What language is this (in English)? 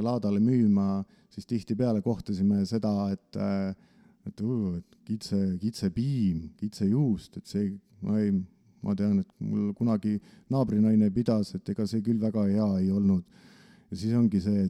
Estonian